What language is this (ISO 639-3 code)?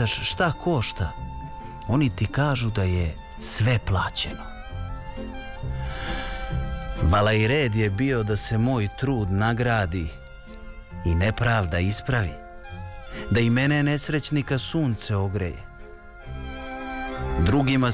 srp